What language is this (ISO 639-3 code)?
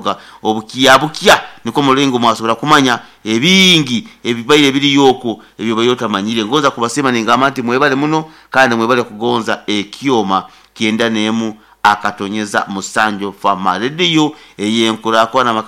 nyo